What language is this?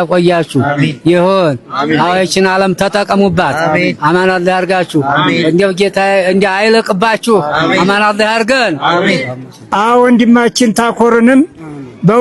Amharic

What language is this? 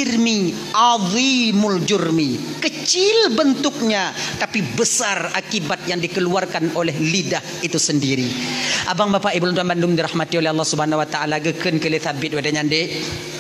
Achinese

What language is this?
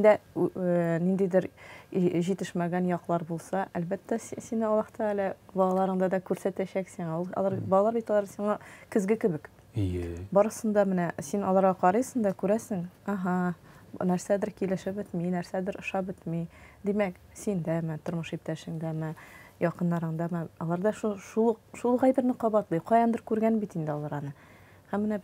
Tatar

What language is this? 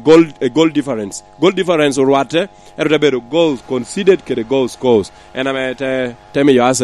Lango (Uganda)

